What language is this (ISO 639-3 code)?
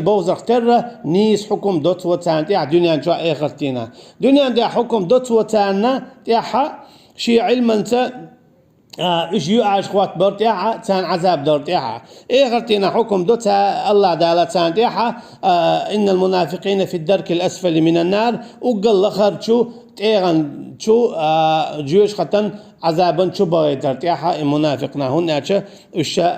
che